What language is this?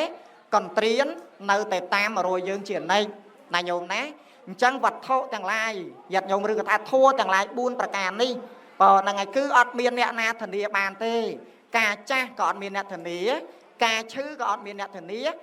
Khmer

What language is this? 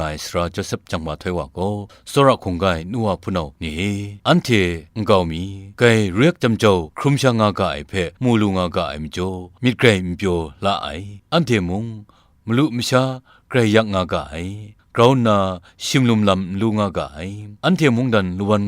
Kachin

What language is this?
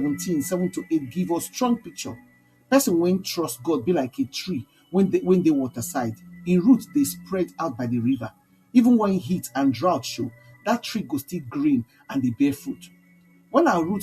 Nigerian Pidgin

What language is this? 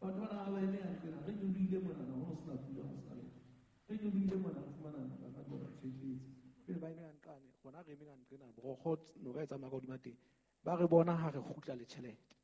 Southern Sotho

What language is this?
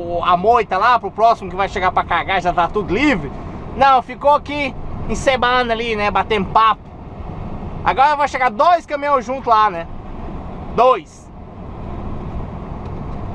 Portuguese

